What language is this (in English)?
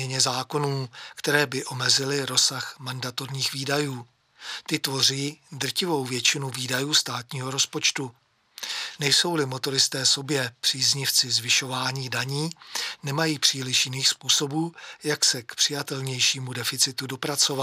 Czech